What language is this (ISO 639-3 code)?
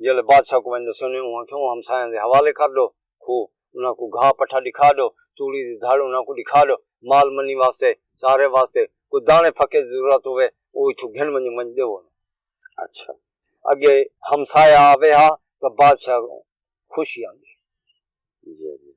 skr